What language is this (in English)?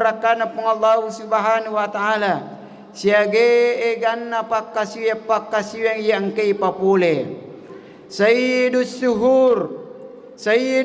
Buginese